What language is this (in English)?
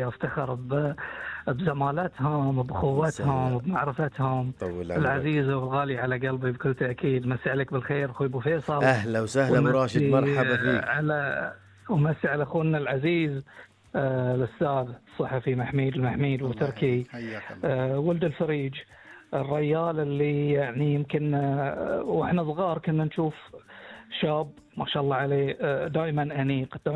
Gulf Arabic